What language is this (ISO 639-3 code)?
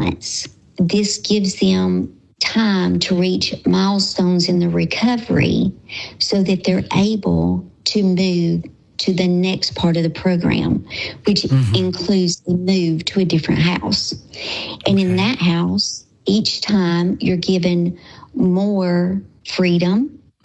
eng